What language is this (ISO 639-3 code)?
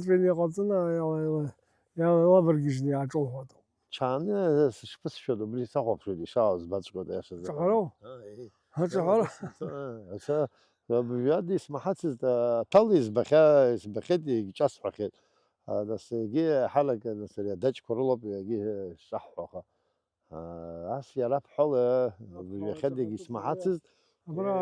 abk